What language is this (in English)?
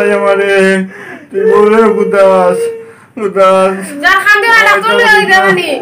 Sylheti